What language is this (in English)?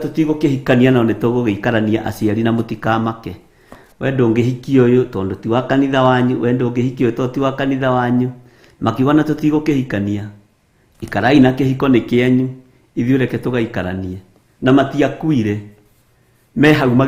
Kikuyu